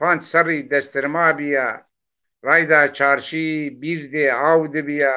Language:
Zaza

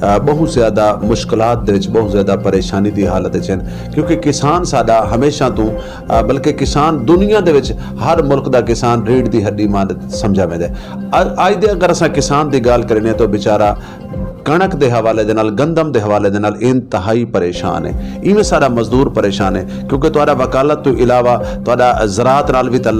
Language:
Saraiki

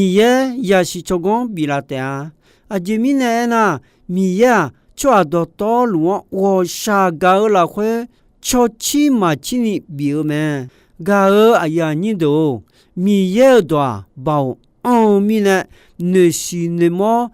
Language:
Akha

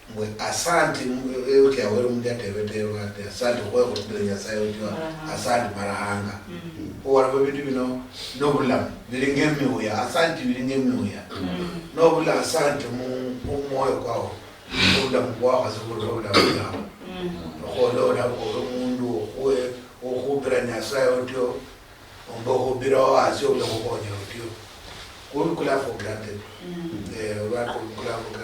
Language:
Luyia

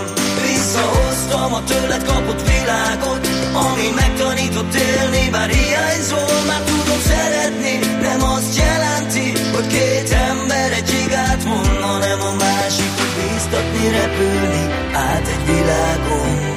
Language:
Hungarian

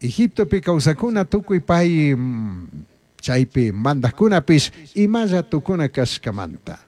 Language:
Chimborazo Highland Quichua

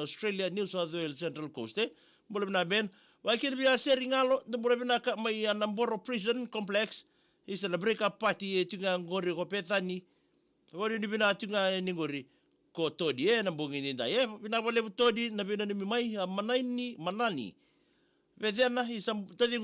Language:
Fijian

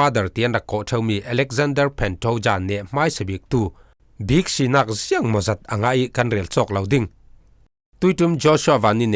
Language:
Falam Chin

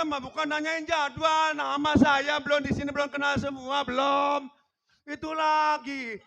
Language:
Betawi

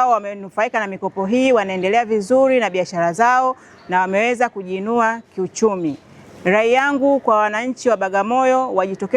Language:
Swahili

